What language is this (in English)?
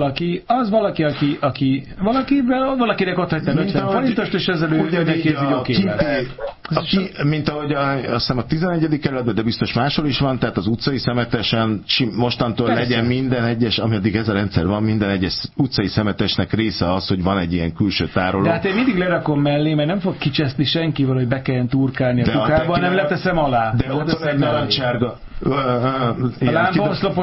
Hungarian